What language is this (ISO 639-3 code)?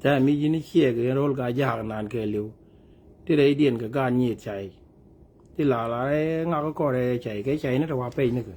nus